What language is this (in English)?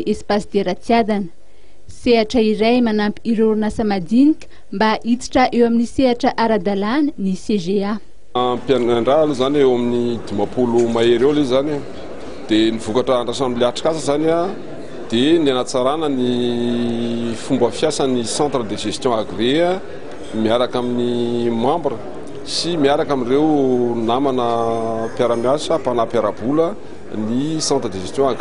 Malagasy